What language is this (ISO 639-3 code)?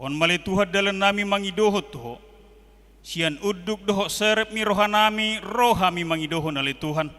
bbc